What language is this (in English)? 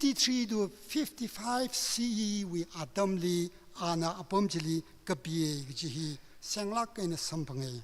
Tangkhul Naga (India)